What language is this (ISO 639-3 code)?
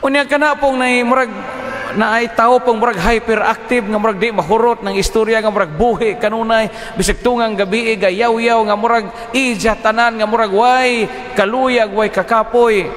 ceb